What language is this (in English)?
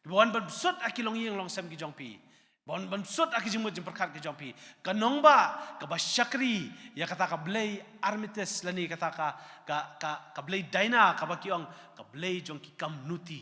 Khasi